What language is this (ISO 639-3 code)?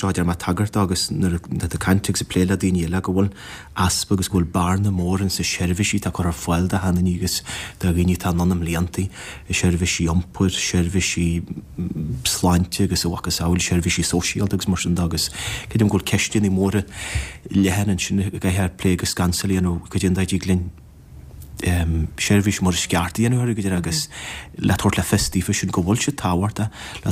gle